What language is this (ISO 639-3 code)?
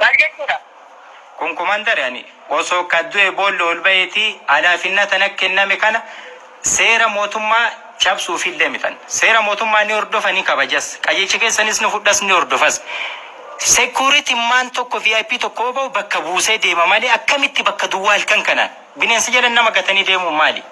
orm